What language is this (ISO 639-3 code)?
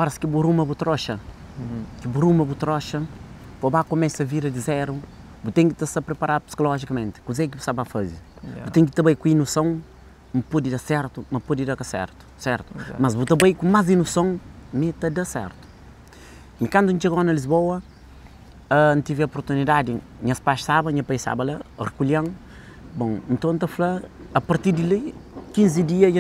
kea